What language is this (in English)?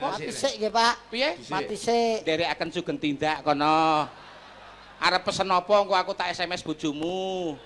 Javanese